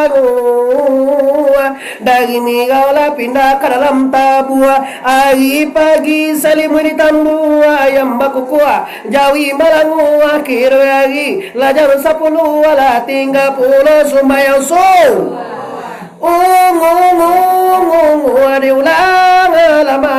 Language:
Minangkabau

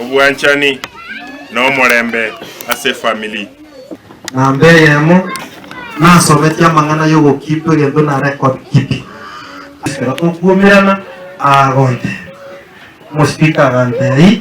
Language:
Gusii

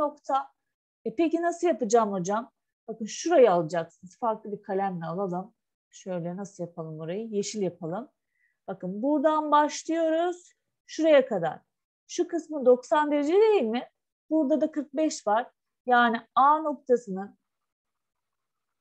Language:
Turkish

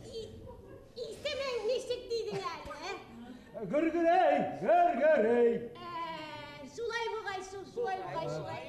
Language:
Bashkir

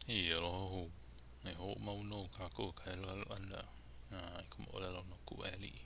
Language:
Hawaiian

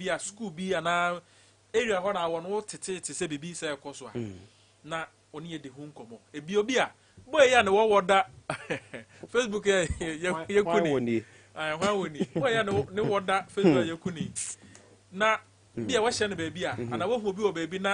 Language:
Akan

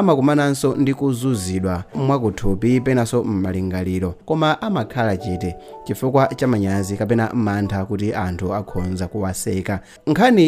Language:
Nyanja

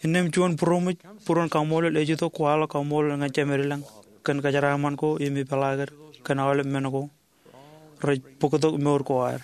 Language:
Marshallese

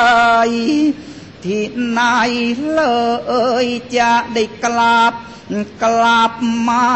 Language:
Thai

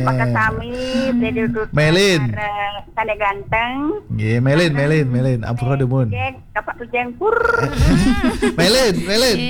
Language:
Balinese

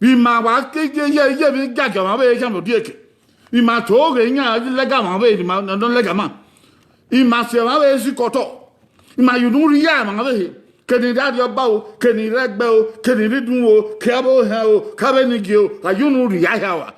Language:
Bini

